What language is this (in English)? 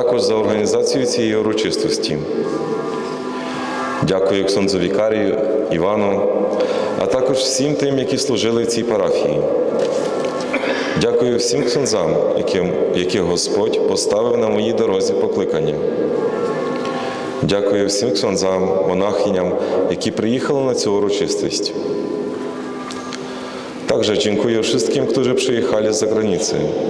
Ukrainian